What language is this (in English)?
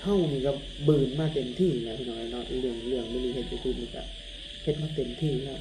Northeastern Thai